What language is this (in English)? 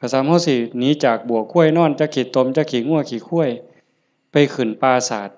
Lao